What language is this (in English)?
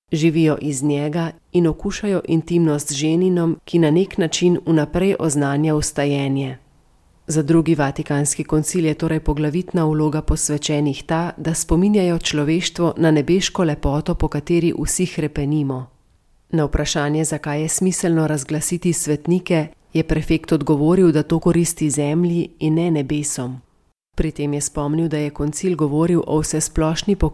Slovenian